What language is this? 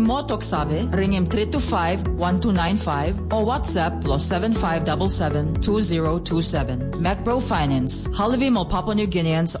Tok Pisin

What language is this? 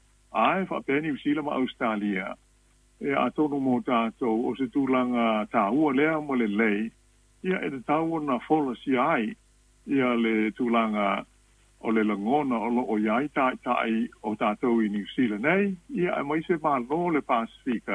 Samoan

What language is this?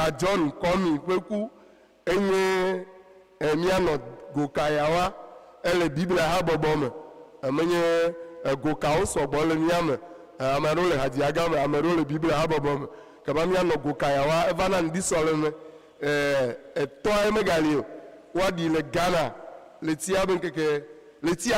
Ewe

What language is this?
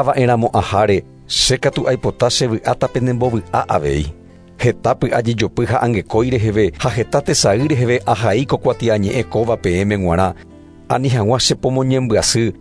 Guarani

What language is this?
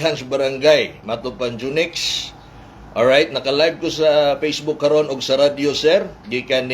Cebuano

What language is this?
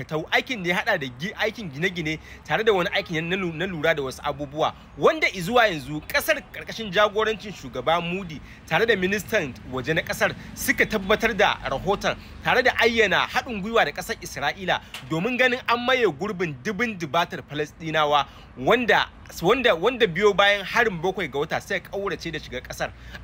Hausa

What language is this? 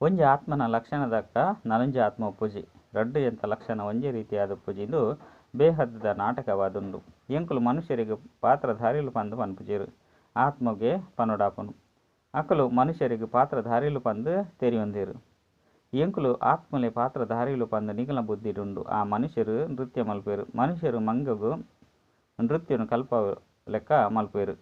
Tulu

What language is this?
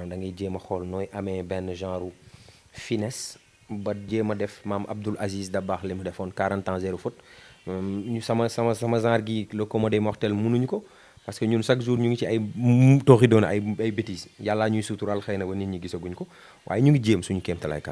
Wolof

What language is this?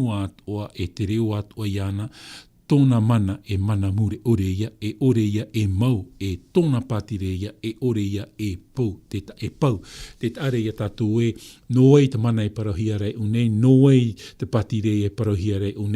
Tahitian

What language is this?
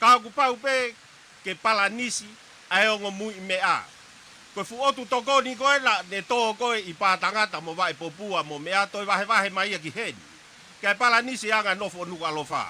Tongan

